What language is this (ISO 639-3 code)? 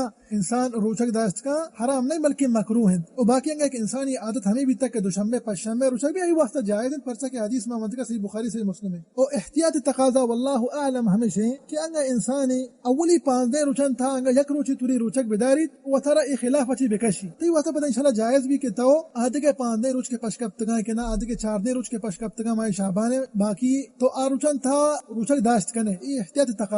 bal